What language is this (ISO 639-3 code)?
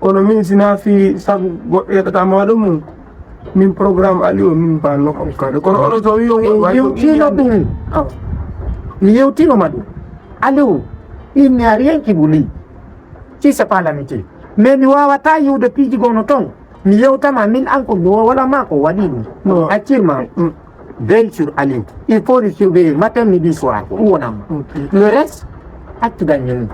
ful